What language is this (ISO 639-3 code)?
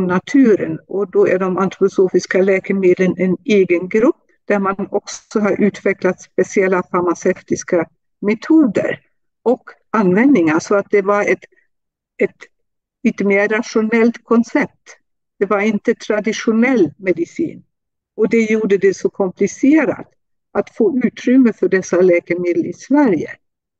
swe